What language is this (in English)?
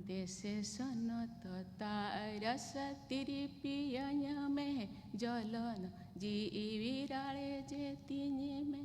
Santali